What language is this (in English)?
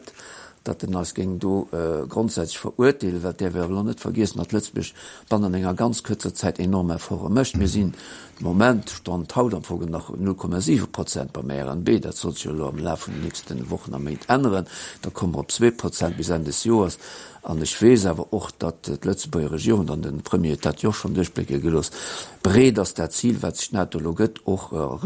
Luxembourgish